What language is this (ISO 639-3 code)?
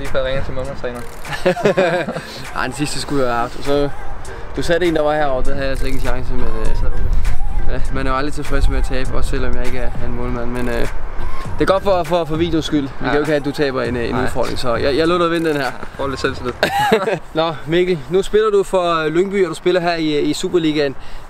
dan